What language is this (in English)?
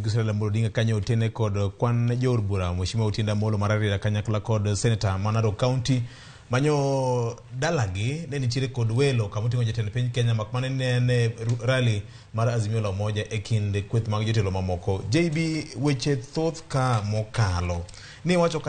Luo (Kenya and Tanzania)